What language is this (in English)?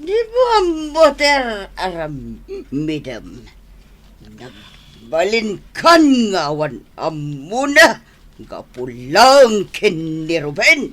Iloko